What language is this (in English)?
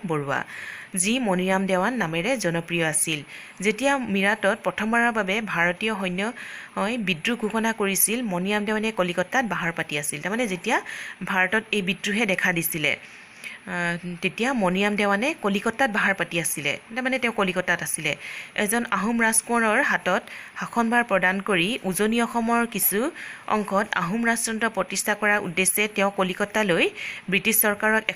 Assamese